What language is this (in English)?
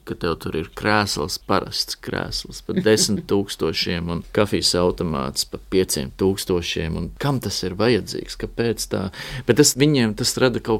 Latvian